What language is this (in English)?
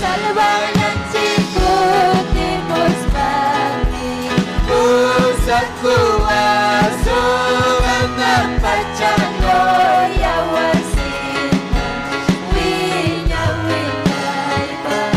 Ayacucho Quechua